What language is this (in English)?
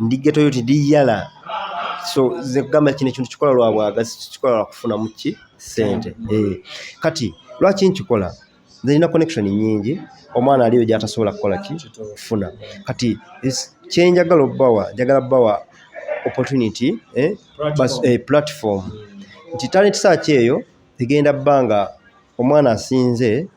Ganda